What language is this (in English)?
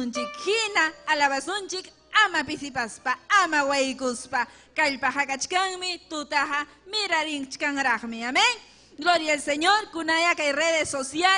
Ayacucho Quechua